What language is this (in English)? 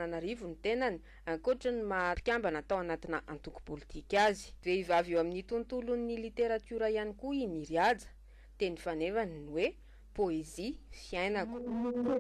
Malagasy